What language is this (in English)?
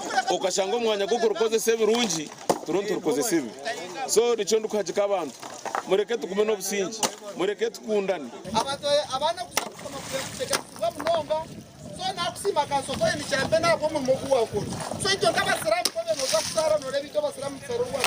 Nyankole